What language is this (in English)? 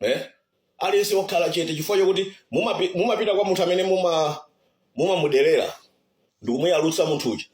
Nyanja